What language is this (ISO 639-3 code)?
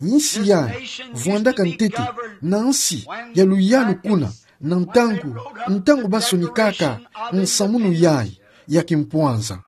ktu